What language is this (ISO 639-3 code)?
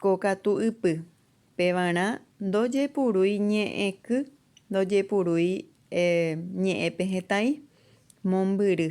grn